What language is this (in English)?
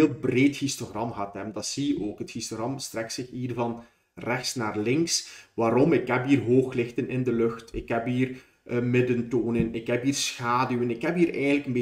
Dutch